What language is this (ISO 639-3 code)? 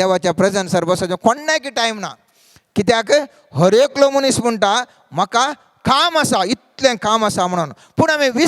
kok